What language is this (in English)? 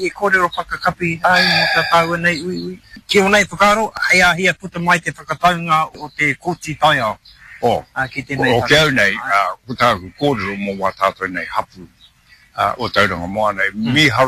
Māori